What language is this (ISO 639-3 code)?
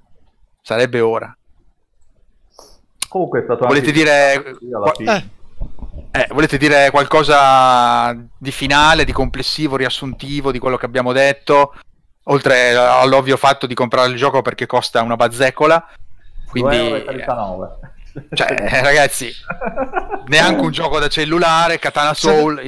ita